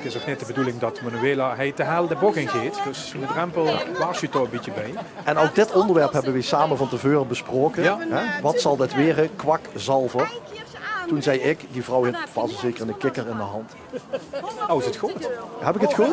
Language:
Limburgish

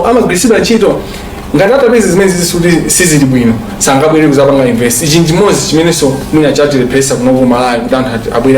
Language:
Nyanja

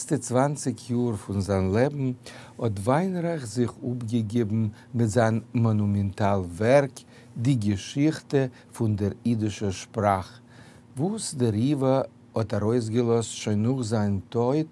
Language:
Yiddish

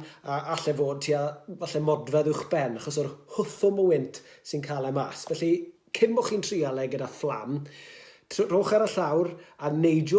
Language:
Welsh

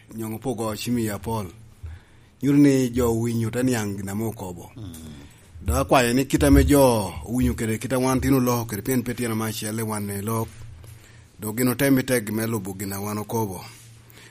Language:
Lango (Uganda)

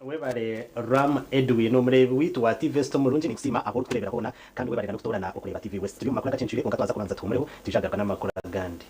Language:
Nyankole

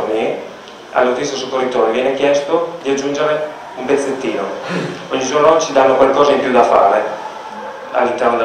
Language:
Italian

